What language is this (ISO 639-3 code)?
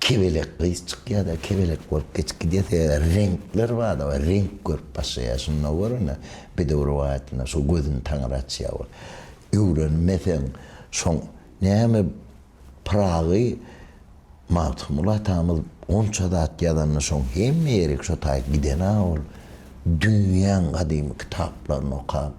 tuk